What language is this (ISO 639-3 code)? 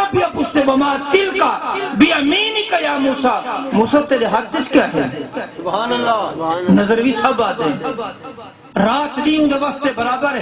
skr